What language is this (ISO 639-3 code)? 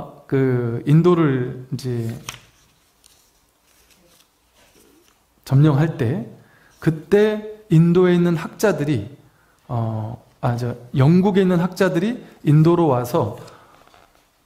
kor